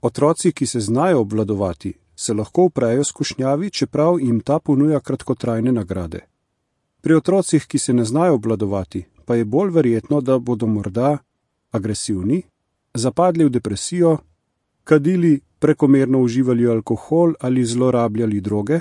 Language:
Slovenian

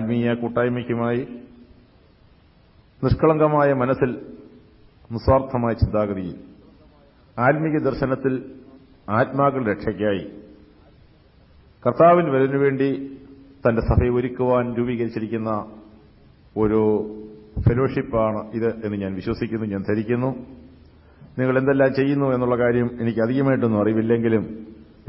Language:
Malayalam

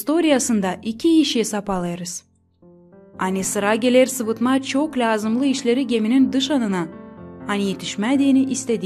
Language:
Gagauz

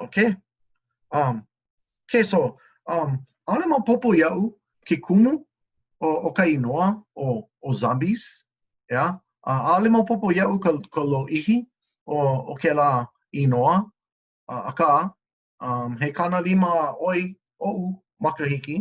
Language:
Hawaiian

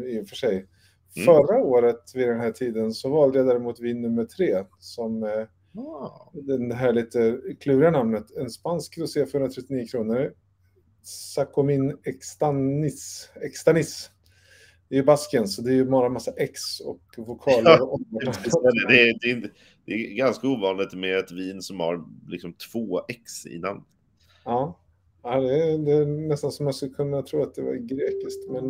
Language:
Swedish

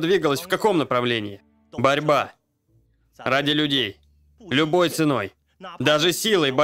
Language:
Russian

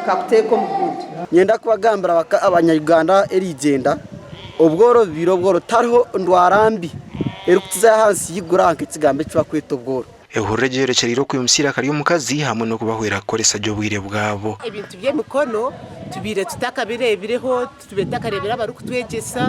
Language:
Nyankole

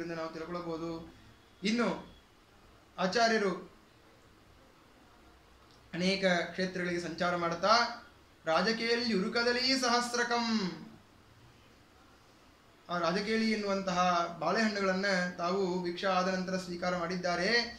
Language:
Kannada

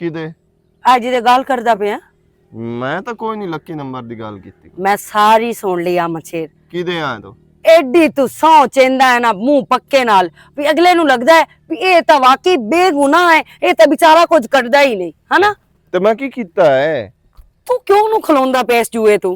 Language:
Western Panjabi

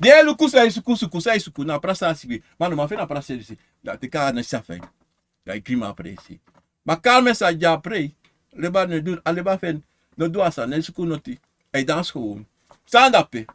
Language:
Sranan Tongo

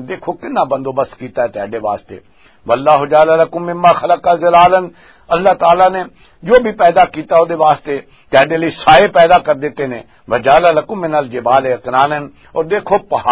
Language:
Western Panjabi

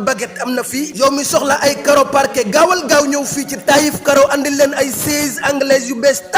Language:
Wolof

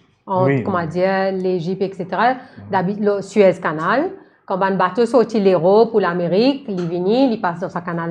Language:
Morisyen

